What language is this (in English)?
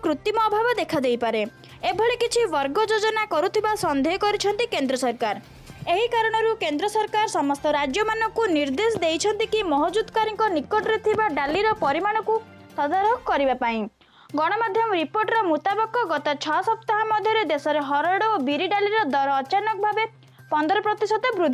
Odia